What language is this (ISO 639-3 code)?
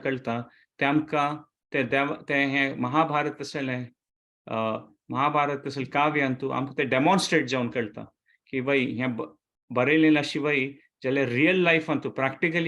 kok